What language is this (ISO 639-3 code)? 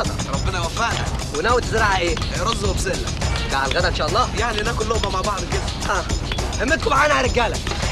arz